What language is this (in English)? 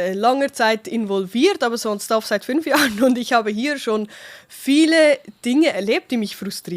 Swiss German